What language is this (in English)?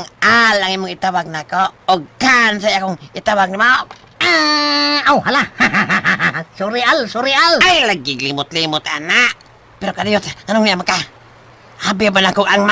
Cebuano